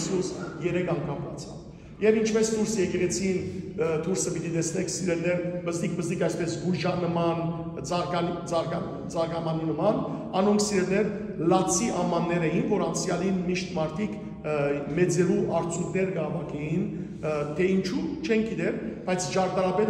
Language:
Western Armenian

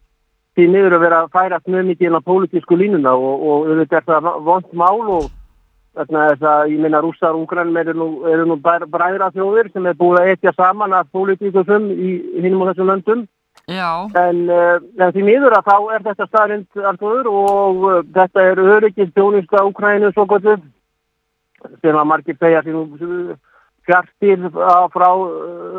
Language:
Icelandic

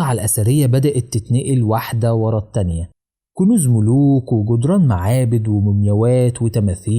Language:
Egyptian Arabic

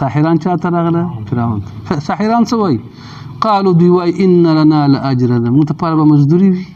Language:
Pashto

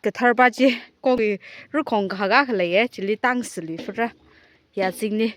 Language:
Tangkhul Naga (India)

